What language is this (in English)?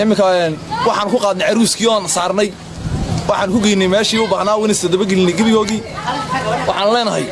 Somali